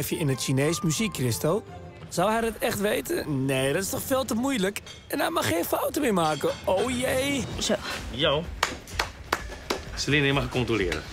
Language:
Dutch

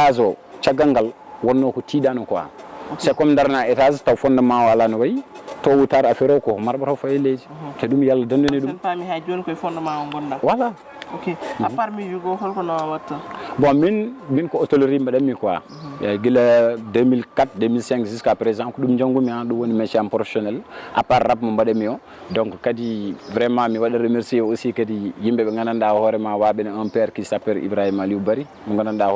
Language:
Fula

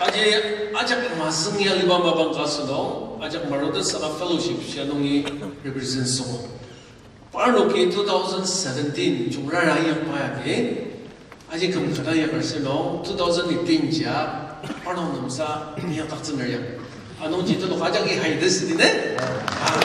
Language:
Ao Naga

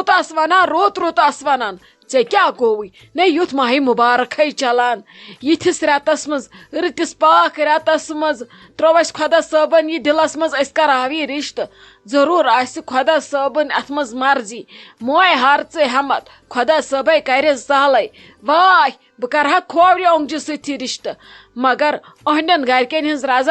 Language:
Kashmiri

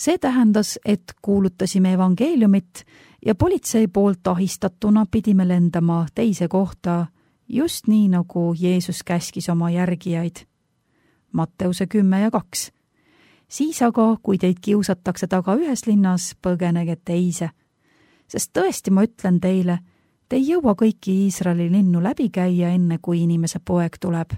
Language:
Estonian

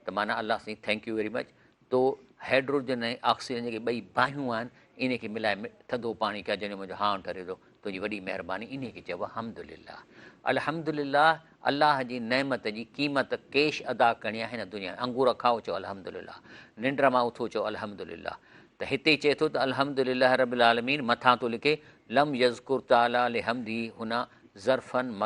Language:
Sindhi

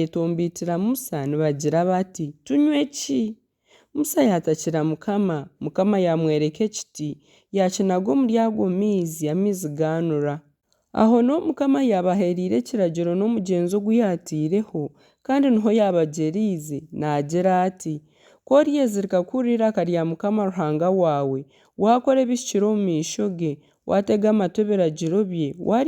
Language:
Nyankole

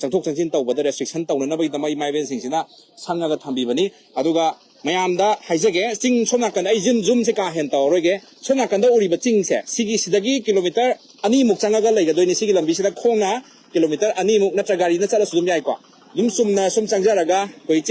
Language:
Manipuri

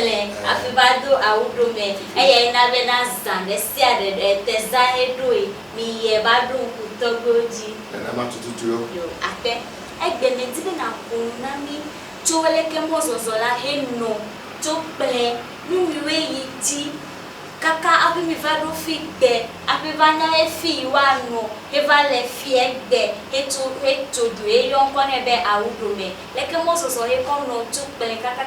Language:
Ewe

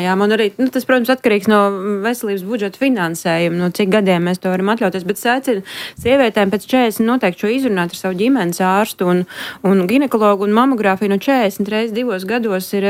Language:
Latvian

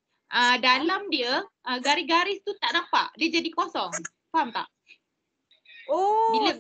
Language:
Malay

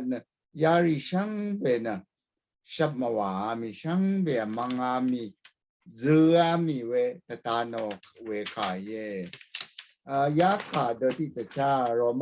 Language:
Rawang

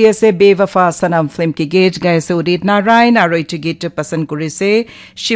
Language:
Naga Pidgin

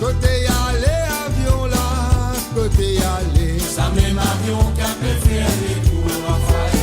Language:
Morisyen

